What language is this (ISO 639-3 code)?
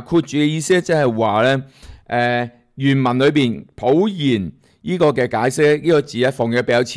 yue